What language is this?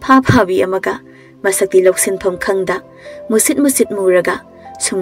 Manipuri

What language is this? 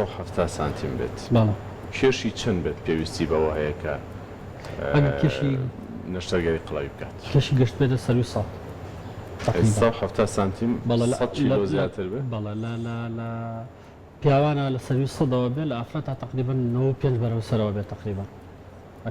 Central Kurdish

